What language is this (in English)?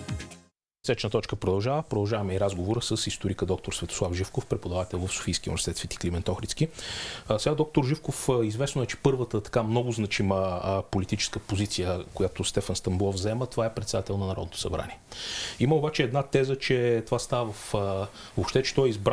Bulgarian